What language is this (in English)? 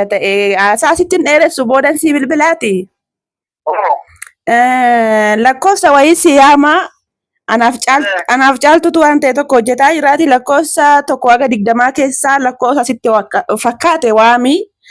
Oromo